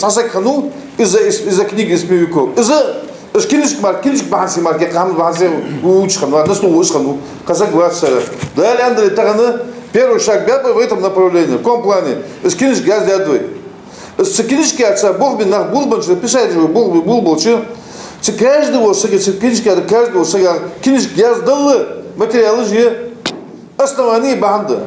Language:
Ingush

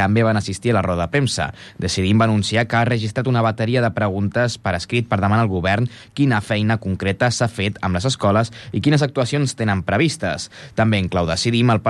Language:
Catalan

